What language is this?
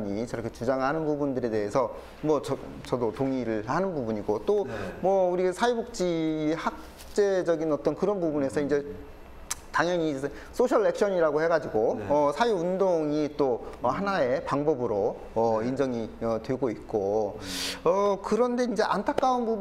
Korean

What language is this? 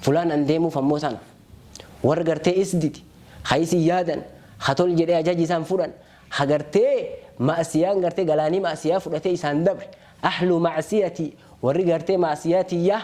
Oromo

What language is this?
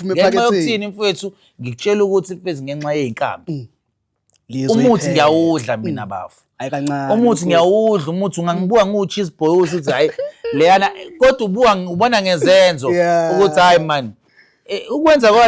Zulu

